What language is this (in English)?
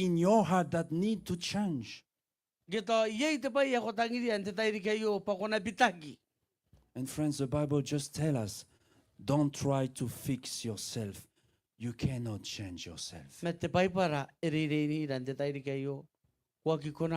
Gilbertese